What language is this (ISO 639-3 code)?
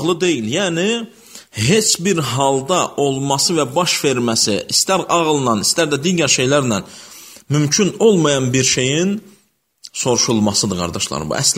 aze